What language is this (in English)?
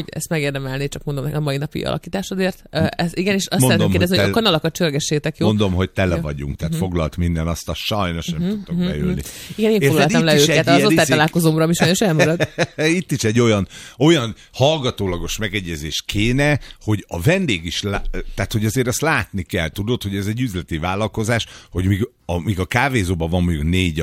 Hungarian